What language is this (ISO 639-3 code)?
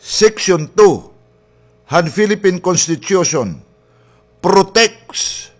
war